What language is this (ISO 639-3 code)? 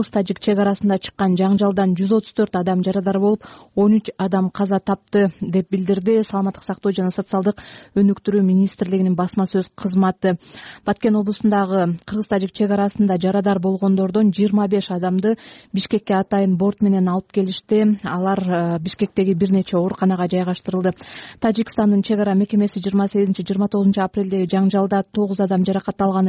kir